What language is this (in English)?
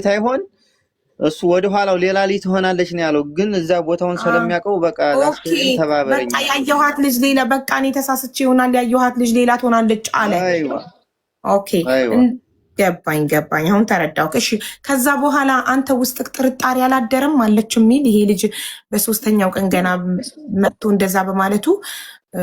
Amharic